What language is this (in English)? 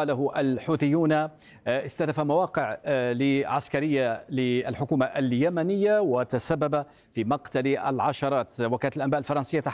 Arabic